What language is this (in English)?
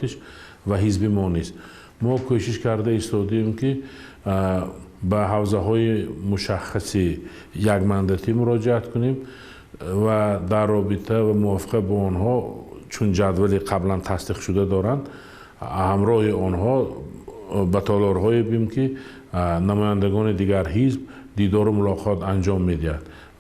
Tajik